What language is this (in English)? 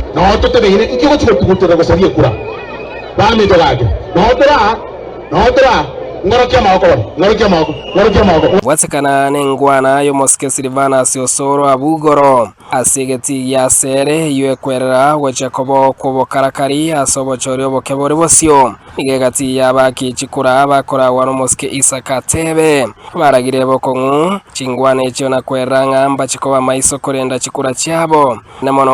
Gusii